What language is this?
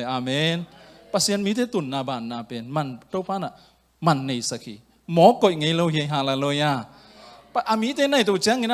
Tedim Chin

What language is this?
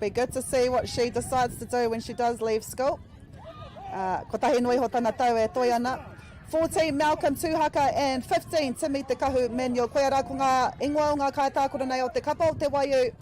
Māori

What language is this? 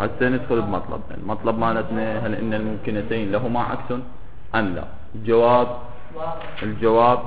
Mesopotamian Arabic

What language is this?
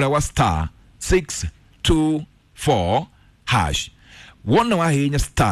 Kikuyu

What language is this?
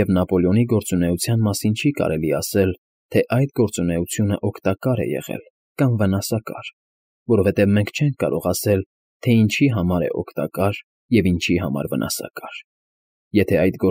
Armenian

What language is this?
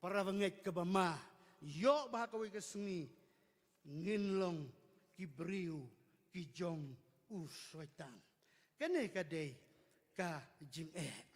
Khasi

